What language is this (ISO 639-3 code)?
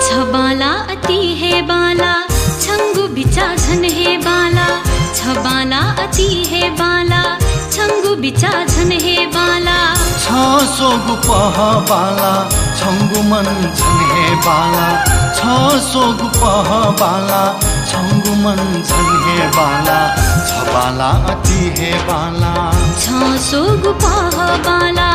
new